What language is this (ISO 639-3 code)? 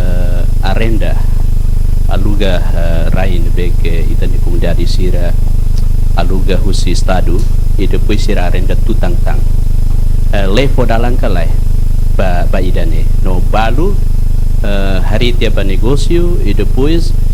tet